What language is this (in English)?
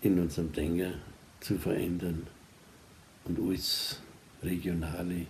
Bavarian